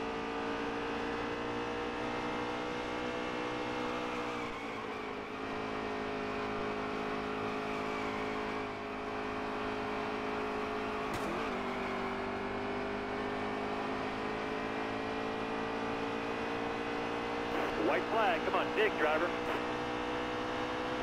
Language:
English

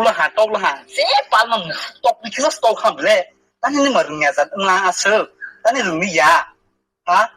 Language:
Kok Borok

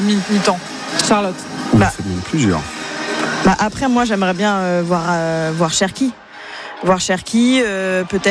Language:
French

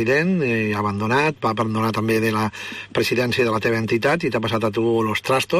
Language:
Catalan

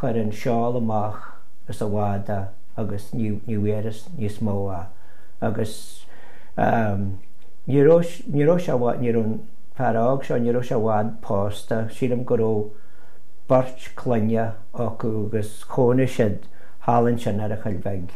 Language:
Irish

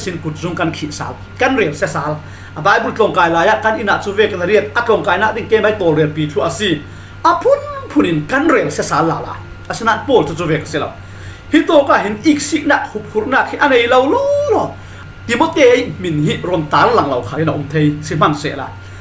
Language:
Falam Chin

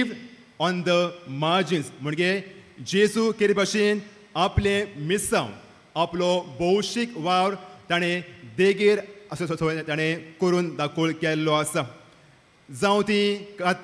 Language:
Konkani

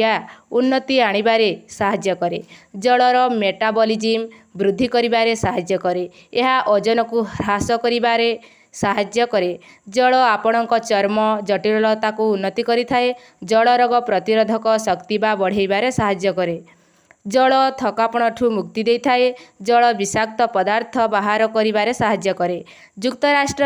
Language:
Odia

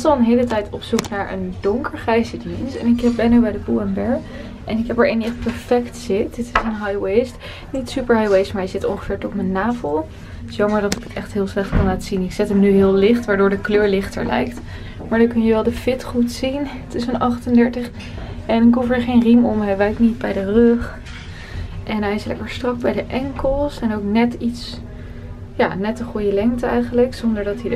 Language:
Dutch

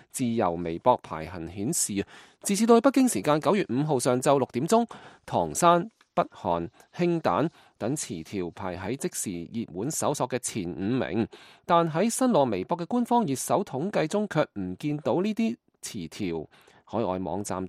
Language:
Cantonese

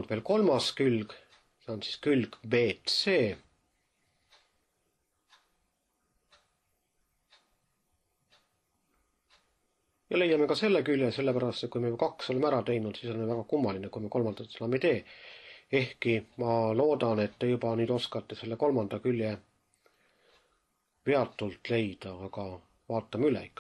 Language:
Estonian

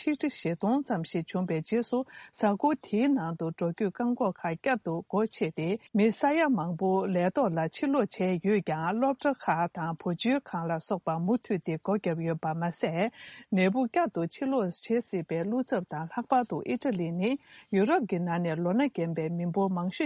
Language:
Tibetan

